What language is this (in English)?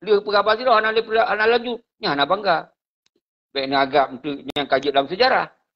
Achinese